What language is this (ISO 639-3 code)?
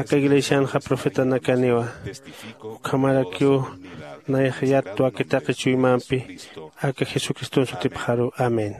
aym